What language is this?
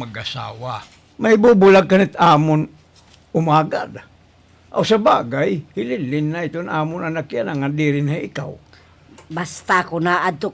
Waray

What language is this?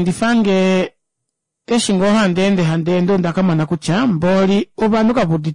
Kuanyama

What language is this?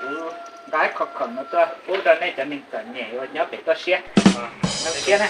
Hmong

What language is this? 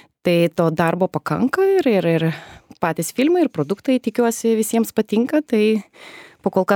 Lithuanian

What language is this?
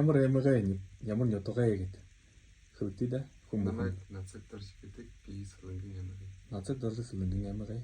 Buriat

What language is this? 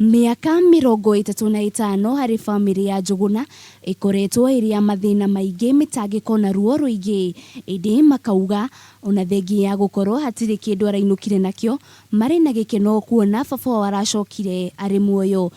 Kikuyu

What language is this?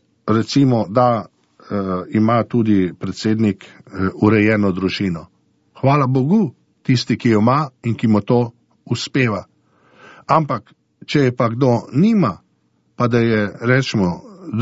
Slovenian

